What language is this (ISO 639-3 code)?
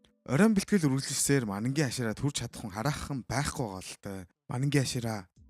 mon